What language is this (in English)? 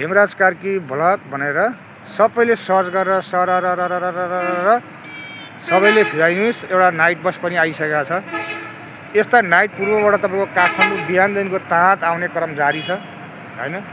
Nepali